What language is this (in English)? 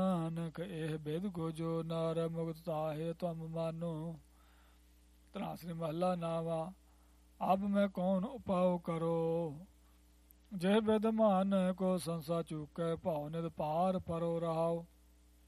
Punjabi